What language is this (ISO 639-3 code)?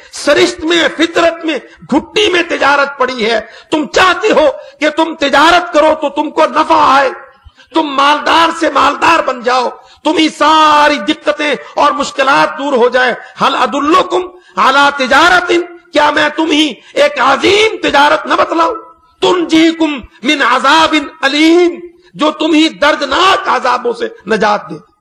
urd